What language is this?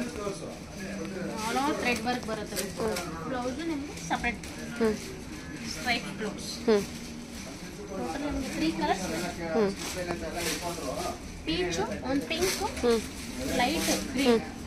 Kannada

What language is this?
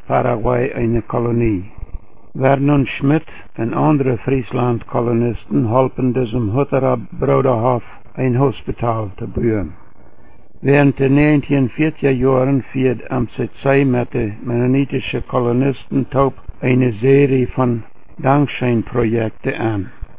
Plautdietsch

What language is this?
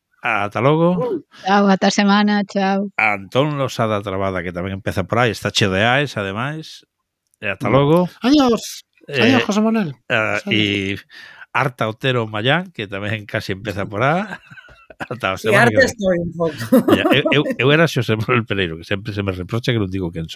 Galician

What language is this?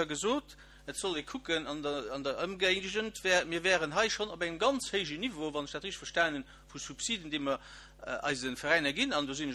Luxembourgish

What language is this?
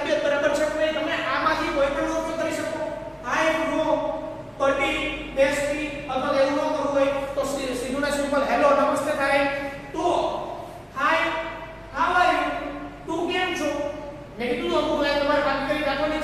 Gujarati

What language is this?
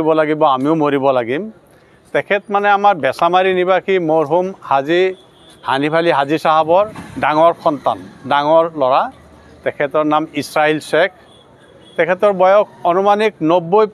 Assamese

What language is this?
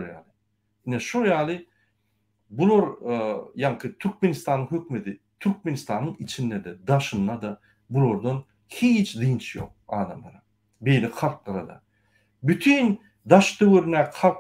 Turkmen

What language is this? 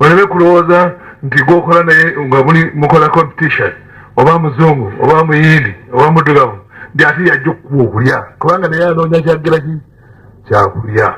Ganda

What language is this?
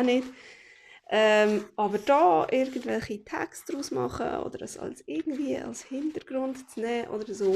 Swiss German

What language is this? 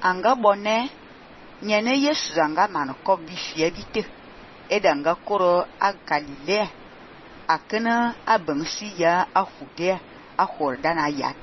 Fang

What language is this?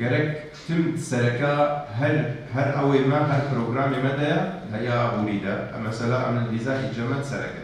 Kurdish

